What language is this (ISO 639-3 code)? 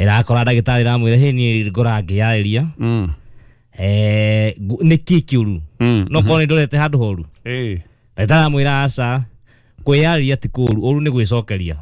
kik